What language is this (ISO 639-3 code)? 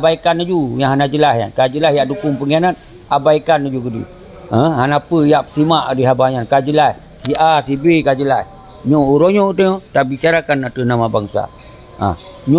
ace